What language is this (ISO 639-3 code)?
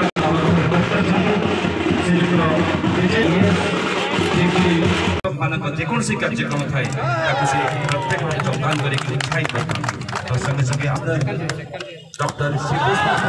ori